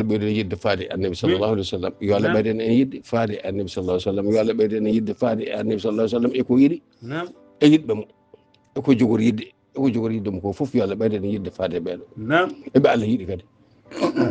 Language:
Fula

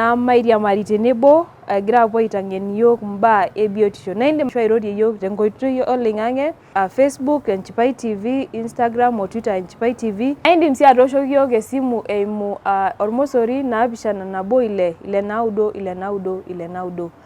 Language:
Masai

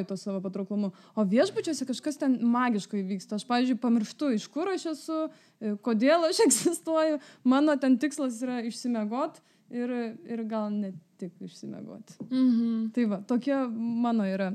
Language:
Lithuanian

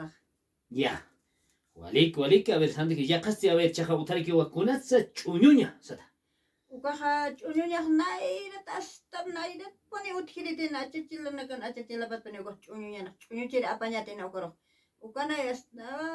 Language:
Aymara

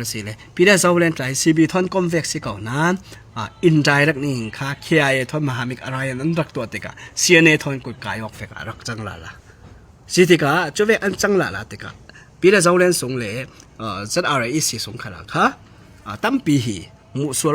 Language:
Falam Chin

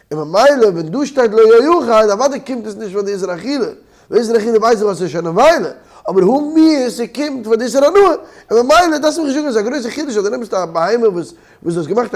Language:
Yiddish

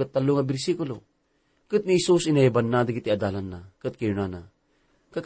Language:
Iloko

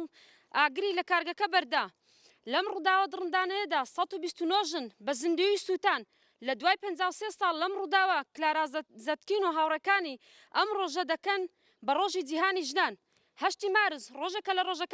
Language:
Central Kurdish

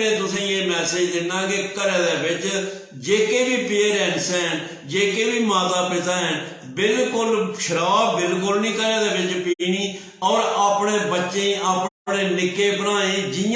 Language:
Dogri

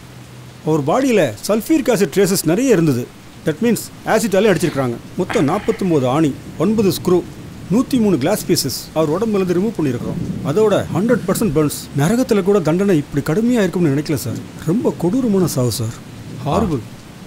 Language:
Tamil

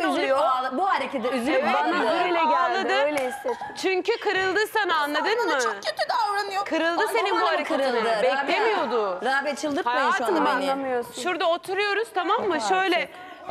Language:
Turkish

